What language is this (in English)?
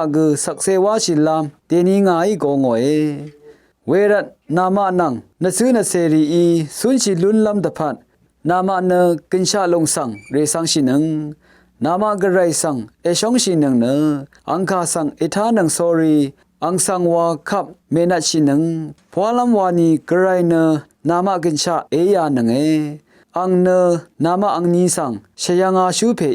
Rawang